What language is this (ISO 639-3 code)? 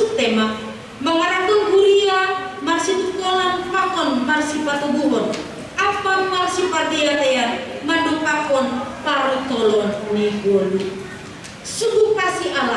bts